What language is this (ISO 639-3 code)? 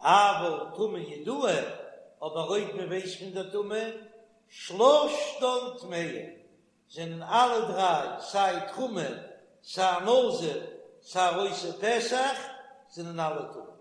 yid